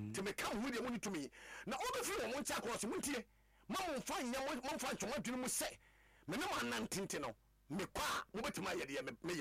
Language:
Akan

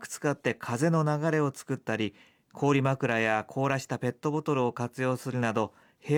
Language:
Japanese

